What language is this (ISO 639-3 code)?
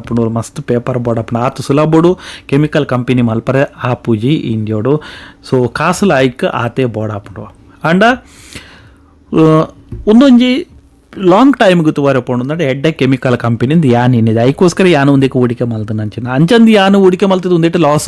tcy